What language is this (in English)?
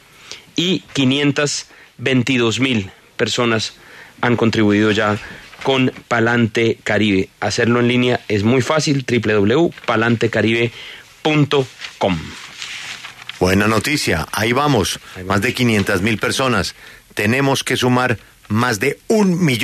Spanish